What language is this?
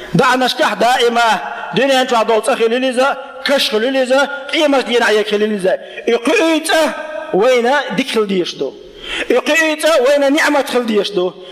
Chechen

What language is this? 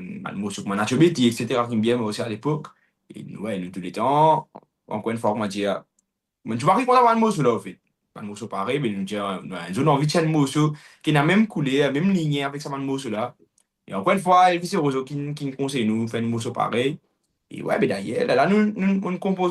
Morisyen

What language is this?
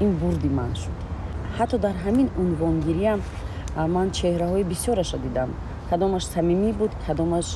Tajik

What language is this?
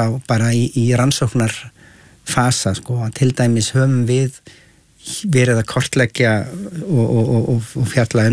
Icelandic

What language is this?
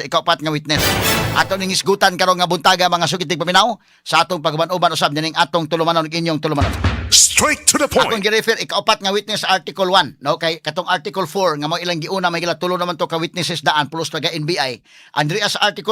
Cebuano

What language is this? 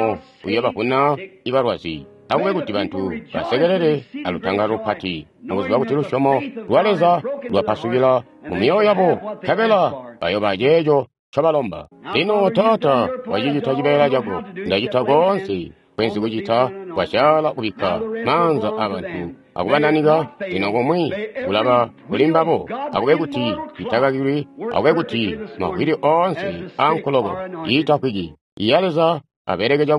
Tonga (Zambia)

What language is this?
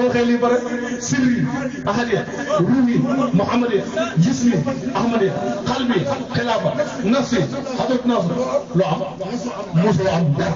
Wolof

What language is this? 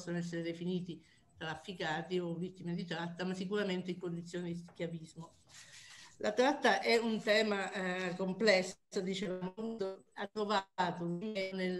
Italian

